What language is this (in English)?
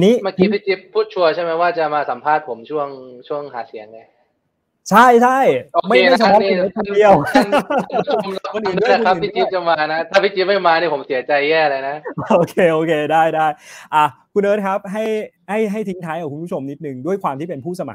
Thai